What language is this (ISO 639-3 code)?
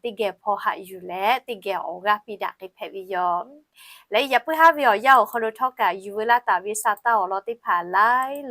lhu